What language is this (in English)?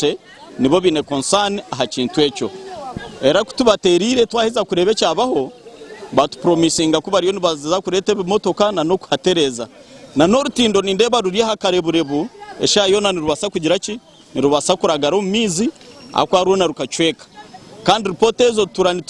Nyankole